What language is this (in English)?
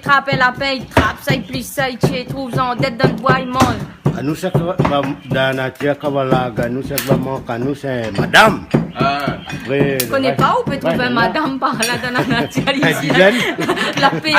Réunion Creole French